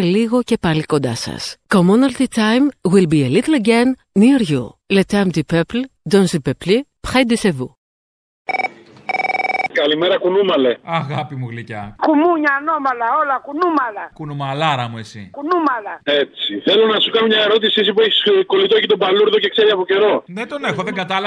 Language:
Greek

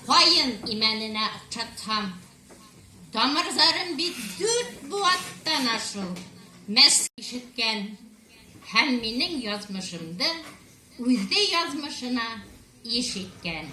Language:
Bashkir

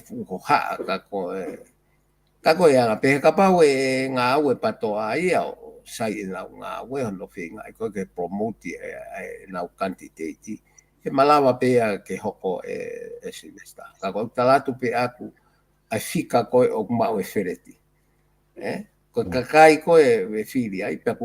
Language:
Tongan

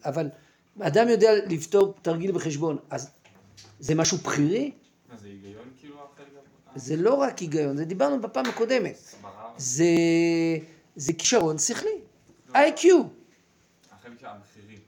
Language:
Hebrew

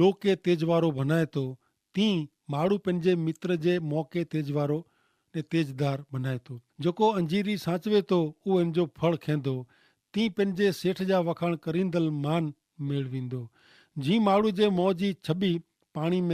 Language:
Kachhi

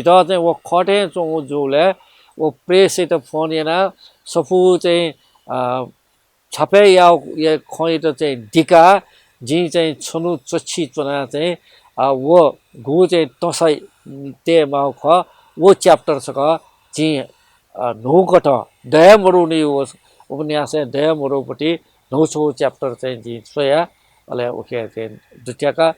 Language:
Newari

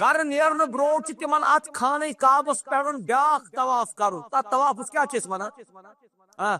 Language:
Kashmiri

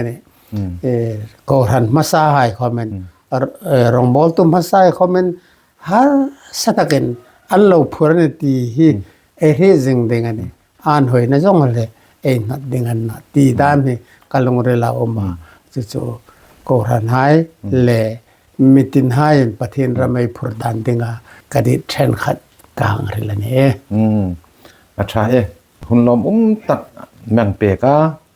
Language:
Hmar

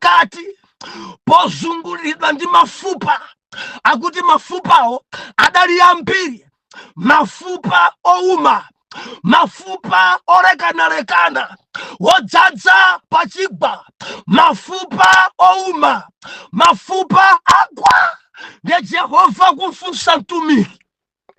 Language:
Nyanja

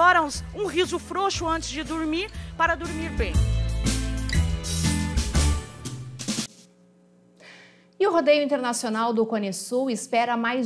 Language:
Portuguese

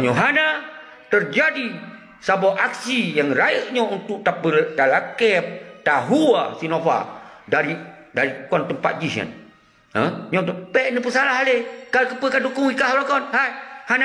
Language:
Achinese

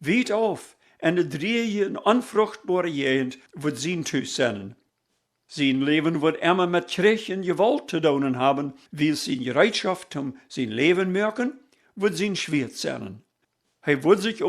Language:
Plautdietsch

